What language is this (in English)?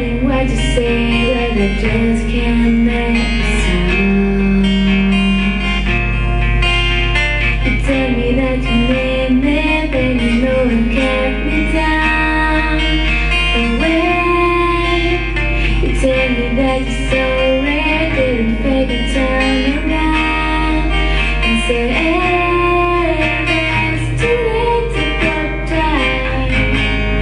English